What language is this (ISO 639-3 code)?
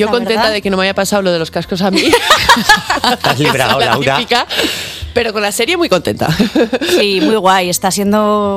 spa